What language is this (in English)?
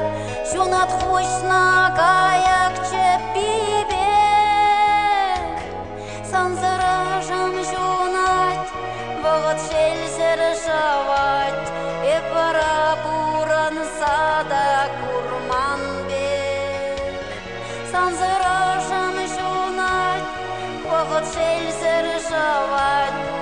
Chuvash